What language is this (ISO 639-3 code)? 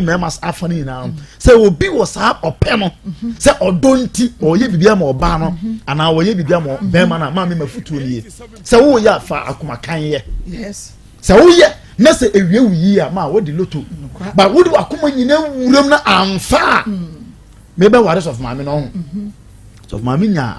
aka